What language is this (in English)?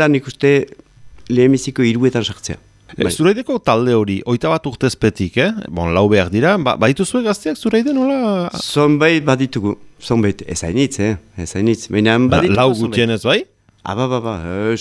Basque